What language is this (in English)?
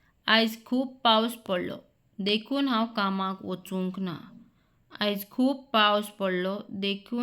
Konkani